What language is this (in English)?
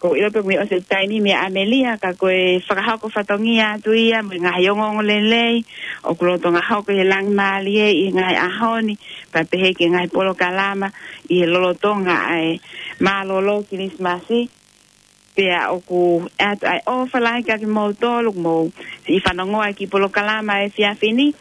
Tongan